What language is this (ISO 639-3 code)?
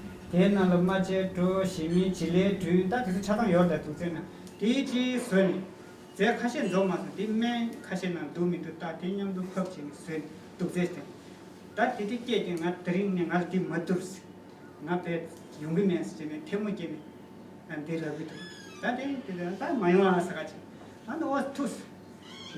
bod